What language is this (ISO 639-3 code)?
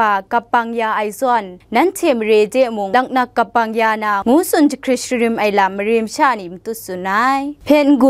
kac